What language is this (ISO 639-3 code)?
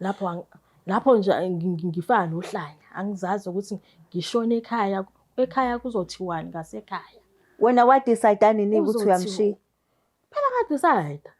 zul